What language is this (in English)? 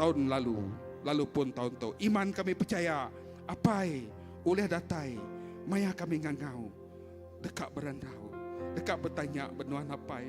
Iban